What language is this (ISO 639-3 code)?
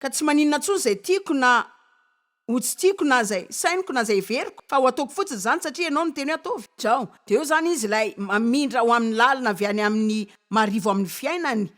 mlg